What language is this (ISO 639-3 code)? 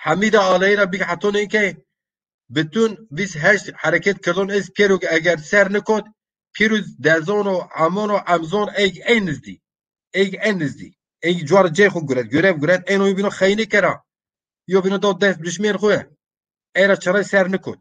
zza